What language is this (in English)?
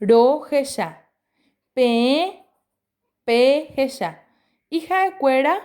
Guarani